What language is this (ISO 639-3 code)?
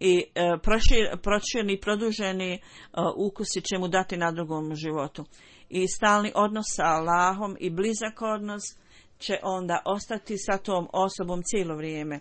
bos